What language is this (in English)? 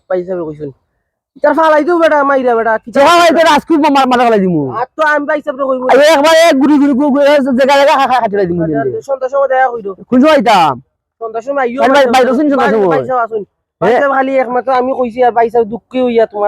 Sylheti